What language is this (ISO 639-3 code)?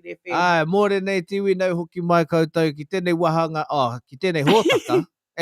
mri